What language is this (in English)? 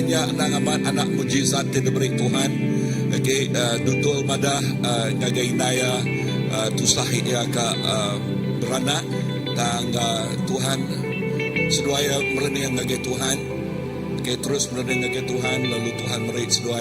Iban